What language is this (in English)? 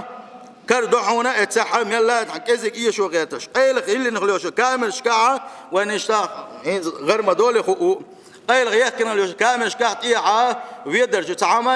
Chechen